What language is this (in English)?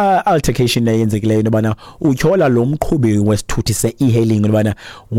Xhosa